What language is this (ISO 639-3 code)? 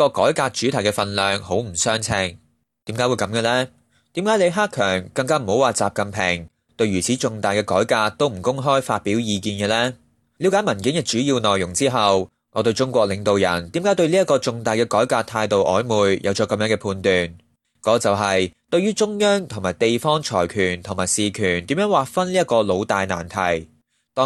yue